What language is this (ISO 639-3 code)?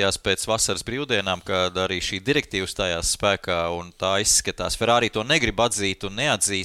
lav